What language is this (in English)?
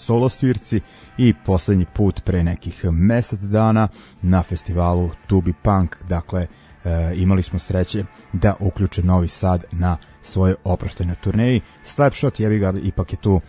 Serbian